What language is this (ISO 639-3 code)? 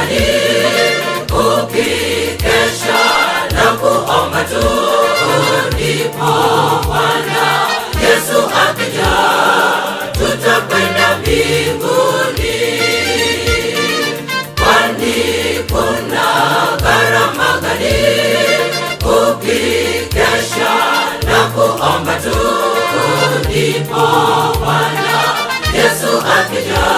swa